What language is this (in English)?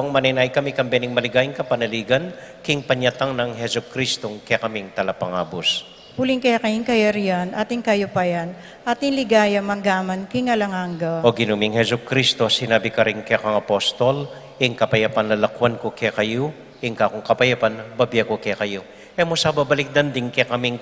Pampanga